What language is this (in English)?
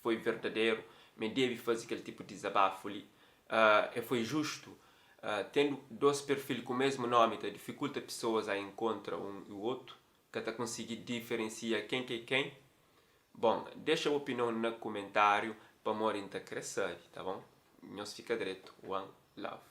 Kabuverdianu